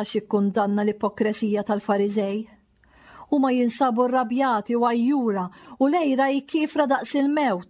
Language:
Maltese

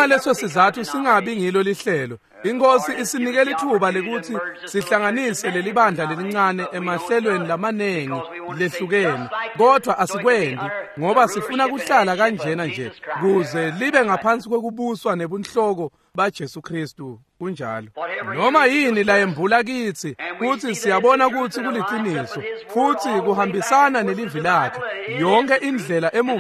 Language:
Swati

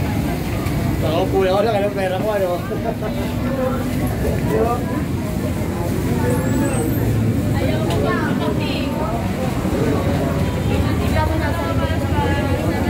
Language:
Filipino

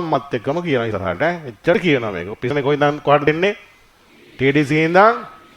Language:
Sinhala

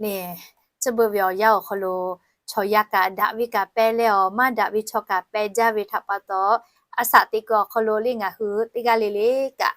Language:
Lahu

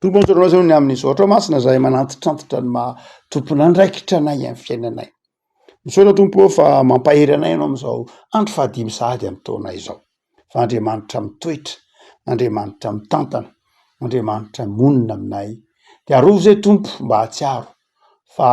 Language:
Malagasy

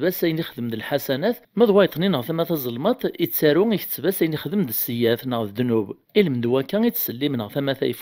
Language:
Kabyle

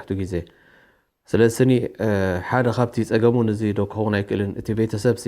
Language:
Tigrinya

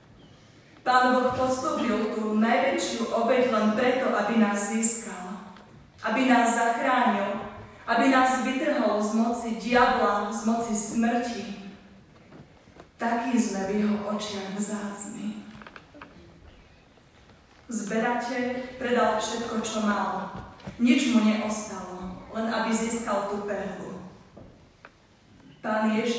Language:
Slovak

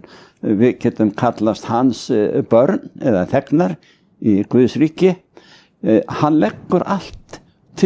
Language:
Icelandic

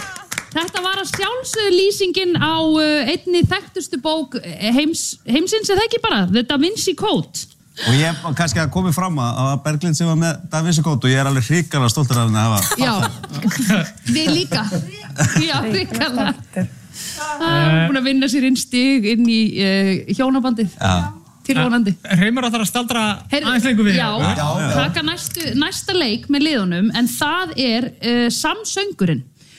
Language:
Icelandic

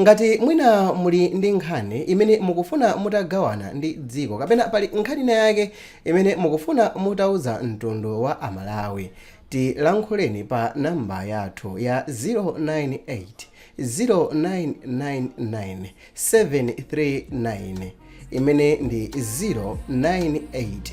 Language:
Nyanja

